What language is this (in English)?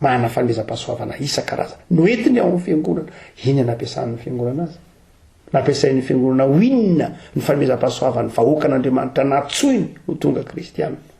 Malagasy